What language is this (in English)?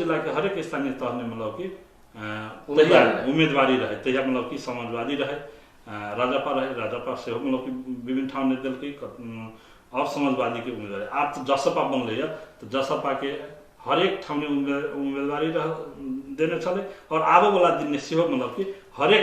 Maithili